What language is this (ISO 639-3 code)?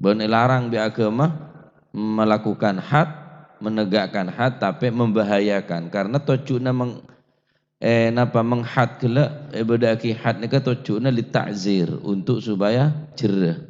mad